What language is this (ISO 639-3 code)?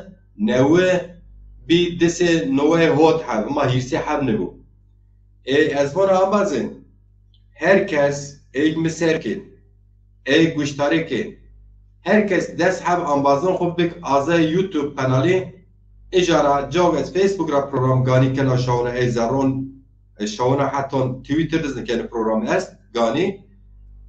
zza